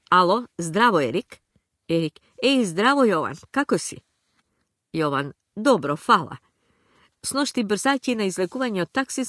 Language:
Macedonian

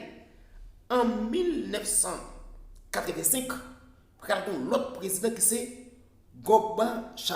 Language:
Haitian Creole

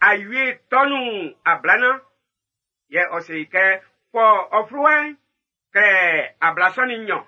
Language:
Baoulé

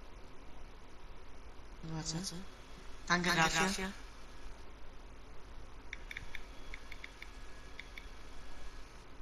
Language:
German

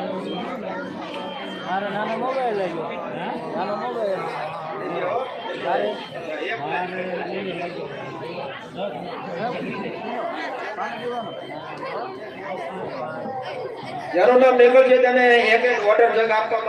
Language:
Gujarati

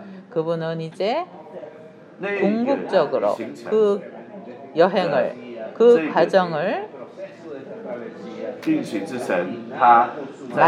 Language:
Korean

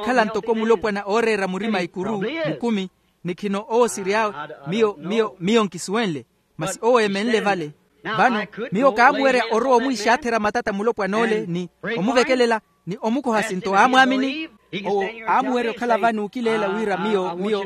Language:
Makhuwa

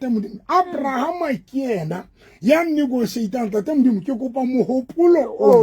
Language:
Southern Sotho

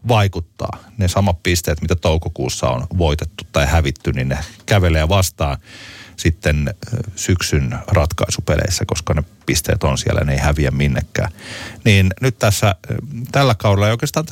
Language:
Finnish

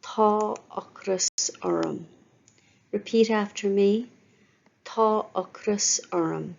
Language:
Irish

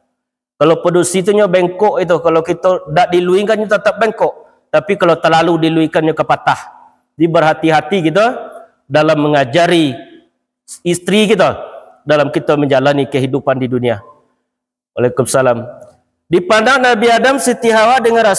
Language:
Minangkabau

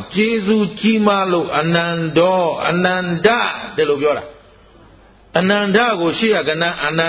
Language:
Burmese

